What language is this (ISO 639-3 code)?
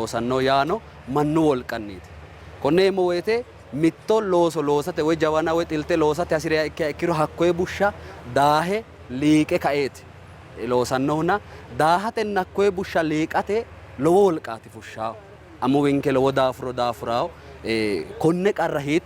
sid